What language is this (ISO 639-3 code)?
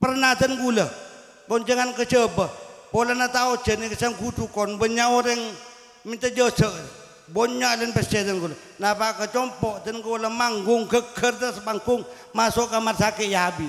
mad